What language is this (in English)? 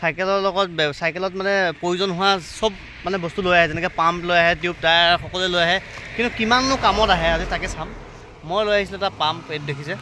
Assamese